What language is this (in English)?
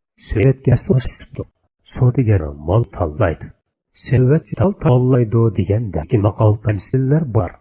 Uyghur